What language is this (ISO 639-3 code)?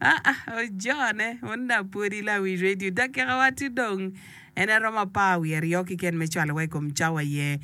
ach